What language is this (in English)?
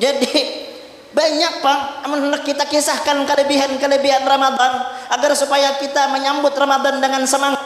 Banjar